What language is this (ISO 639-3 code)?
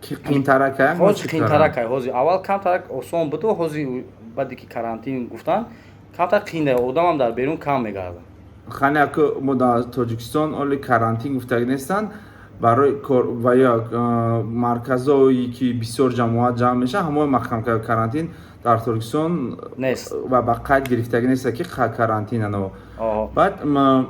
tgk